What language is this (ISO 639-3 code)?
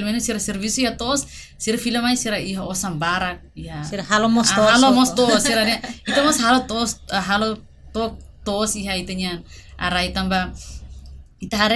tet